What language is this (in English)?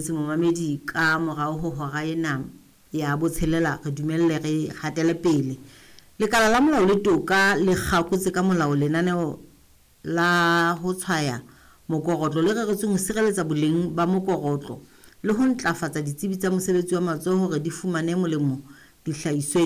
Southern Sotho